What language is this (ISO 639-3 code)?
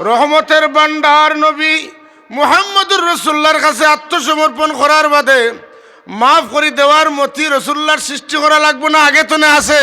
syl